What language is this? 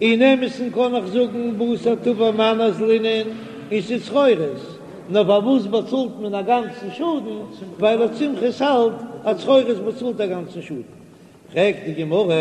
Yiddish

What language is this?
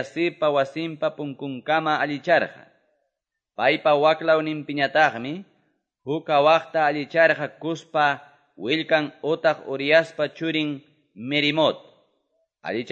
Quechua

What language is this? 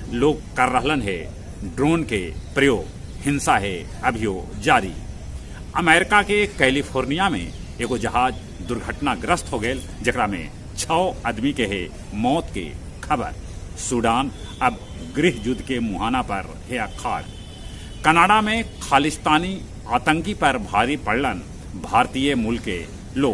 Magahi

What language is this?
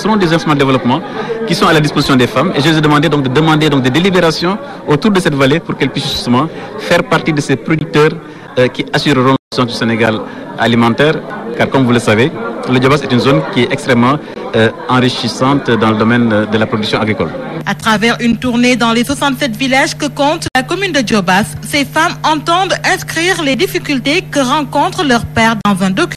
French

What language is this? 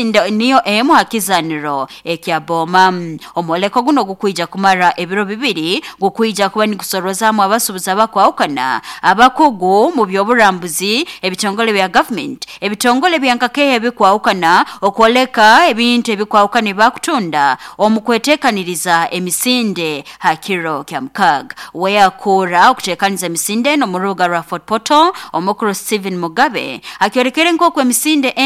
Nyoro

